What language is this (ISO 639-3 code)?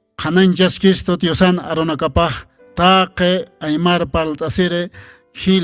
aym